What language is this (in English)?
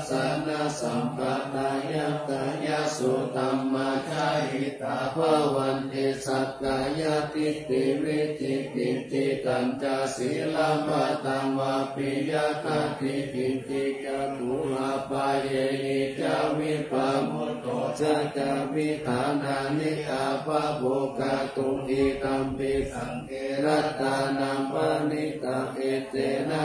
Pali